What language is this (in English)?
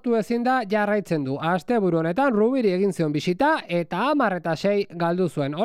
Basque